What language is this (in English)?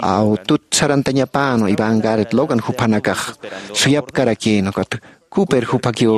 Aymara